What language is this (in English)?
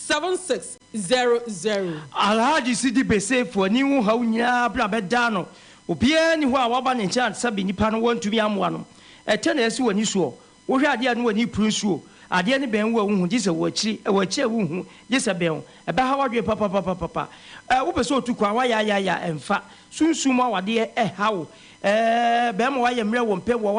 Akan